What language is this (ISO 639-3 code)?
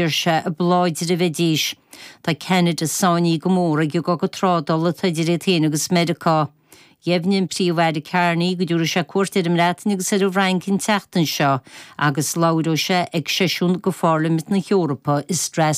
gle